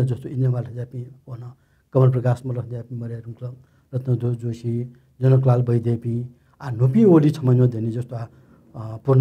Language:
Newari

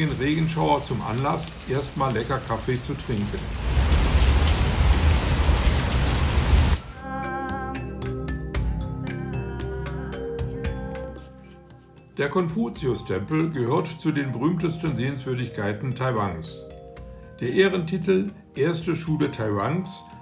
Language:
German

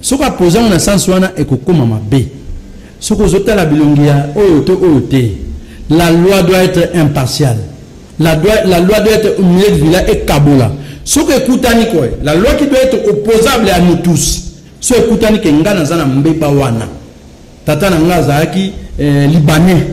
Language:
Lingala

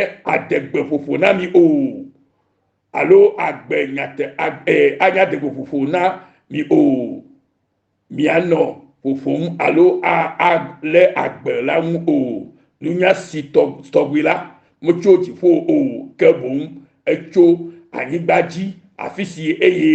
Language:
Ewe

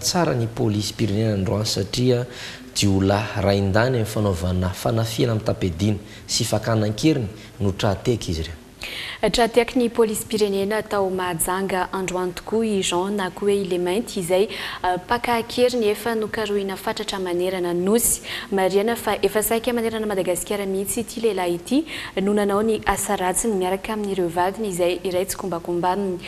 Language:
Malagasy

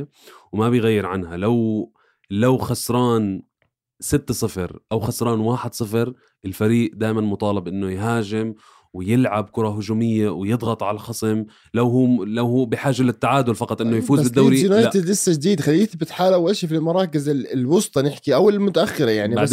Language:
North Levantine Arabic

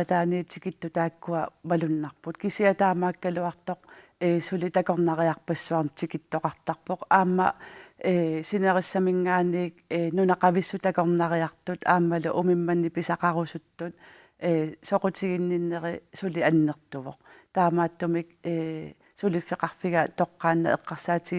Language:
Kalaallisut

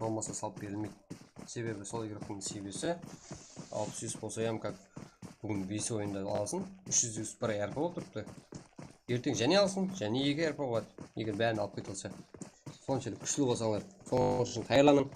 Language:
Kara-Kalpak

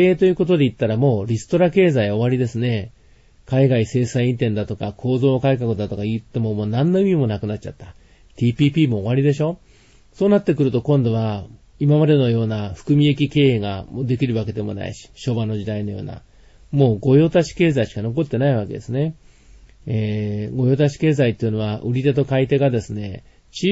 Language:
Japanese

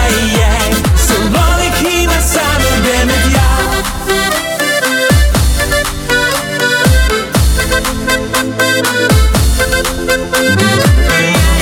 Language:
Dutch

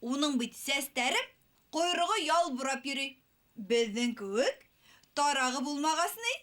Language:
Bashkir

